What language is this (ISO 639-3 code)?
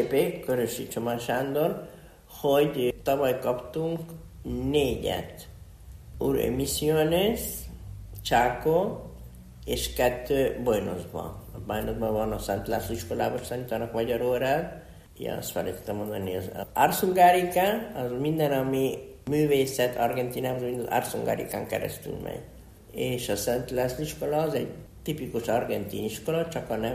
hun